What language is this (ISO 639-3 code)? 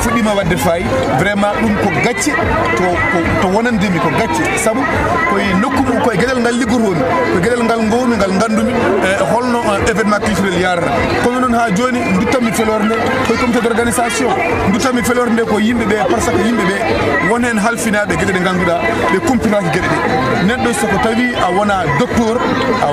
ful